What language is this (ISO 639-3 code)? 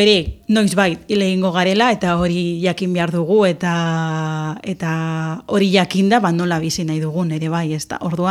eus